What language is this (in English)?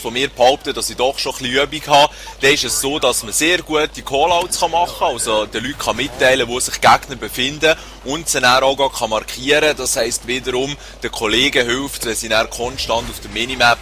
Swiss German